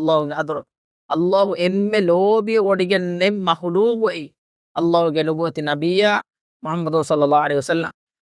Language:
Divehi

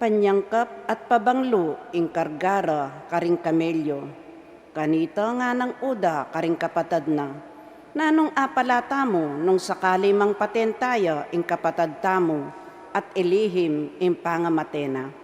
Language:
Pampanga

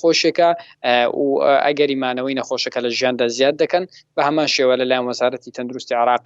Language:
Central Kurdish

